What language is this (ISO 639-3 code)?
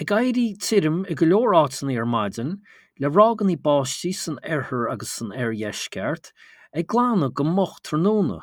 gle